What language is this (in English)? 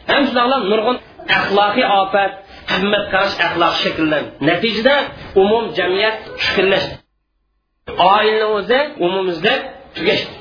Uyghur